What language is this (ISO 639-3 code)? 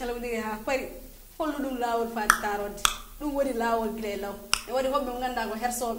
ful